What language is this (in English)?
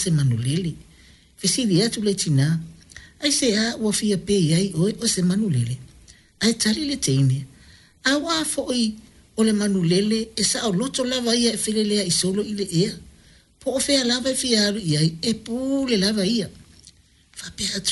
Samoan